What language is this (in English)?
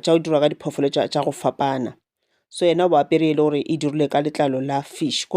Northern Sotho